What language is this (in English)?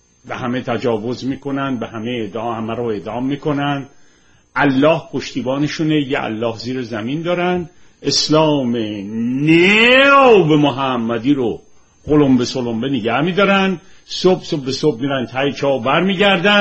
Persian